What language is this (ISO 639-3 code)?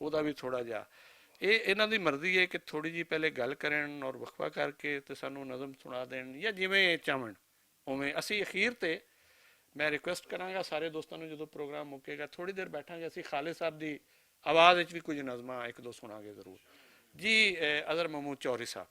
lah